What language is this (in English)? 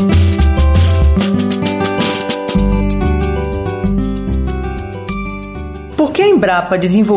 Portuguese